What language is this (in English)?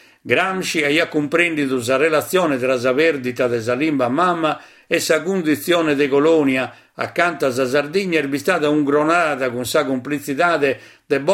Sardinian